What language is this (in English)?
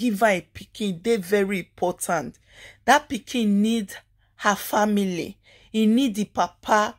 Nigerian Pidgin